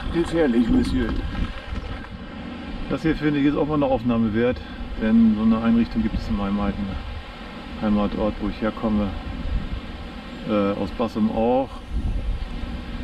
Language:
German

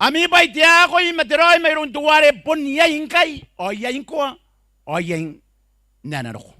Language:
Gilbertese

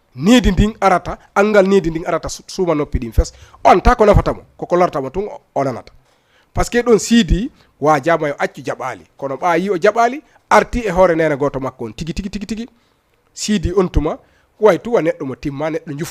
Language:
Fula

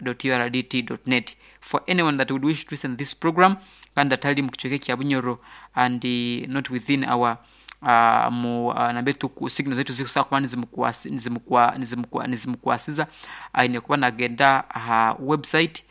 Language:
Nyoro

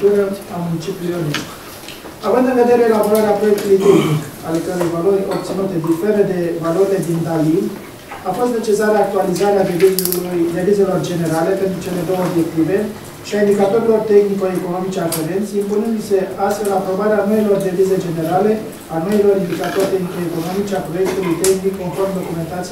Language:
Romanian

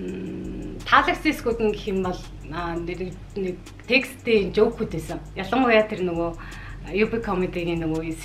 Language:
Mongolian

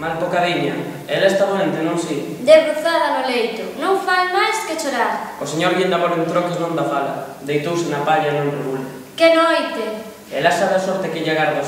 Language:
Galician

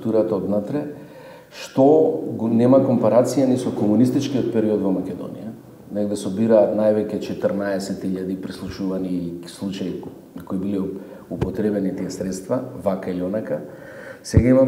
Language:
Macedonian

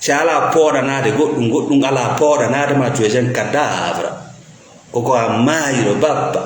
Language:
Fula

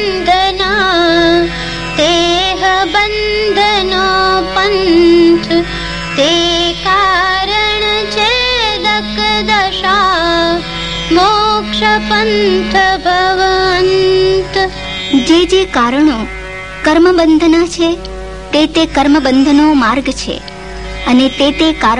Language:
Gujarati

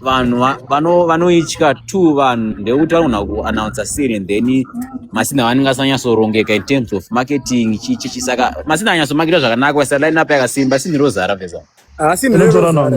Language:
Shona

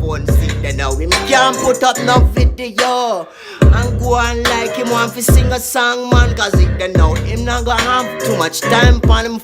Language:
Jamaican Creole English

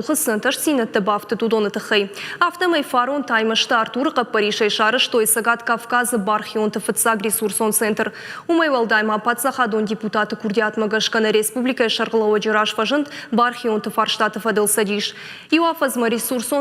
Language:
Ossetic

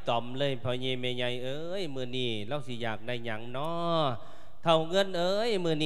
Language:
Lao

